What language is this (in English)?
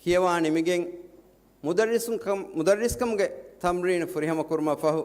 Divehi